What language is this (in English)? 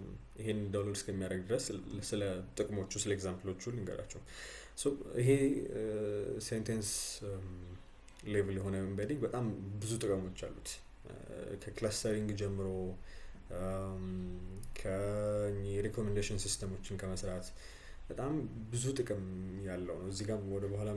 Amharic